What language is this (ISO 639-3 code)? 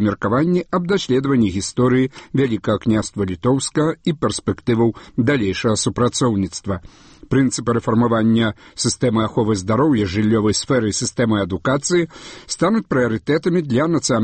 bel